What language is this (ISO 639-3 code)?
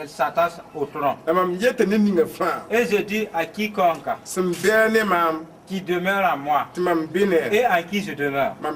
mos